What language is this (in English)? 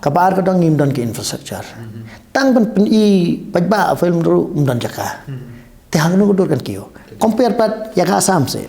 Khasi